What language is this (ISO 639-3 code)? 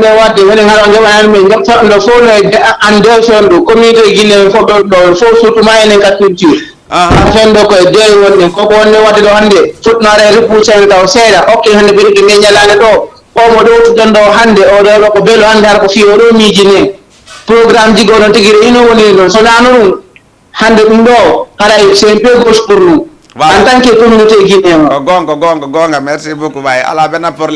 ful